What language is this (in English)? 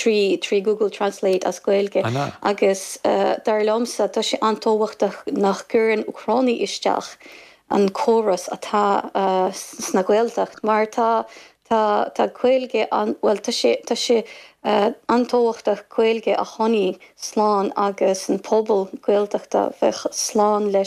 Irish